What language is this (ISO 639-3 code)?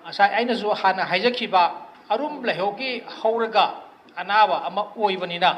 mni